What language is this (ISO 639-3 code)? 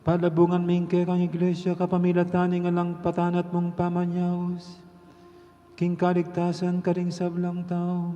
pam